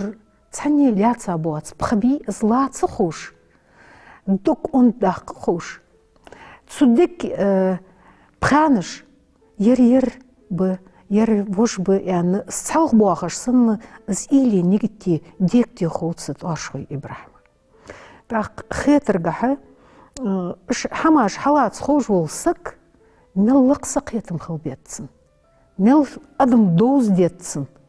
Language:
Ingush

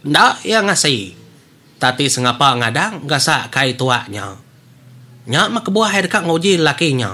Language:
Iban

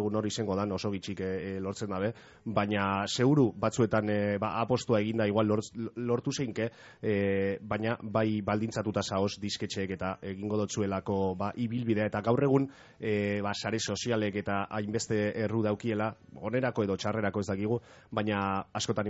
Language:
Basque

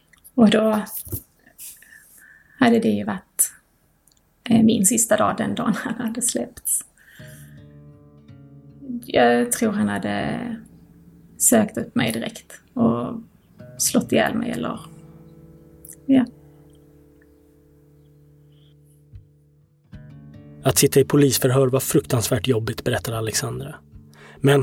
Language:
Swedish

